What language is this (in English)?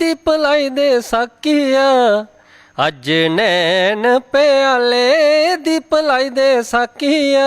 Dogri